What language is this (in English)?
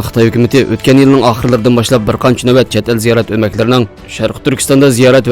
Uyghur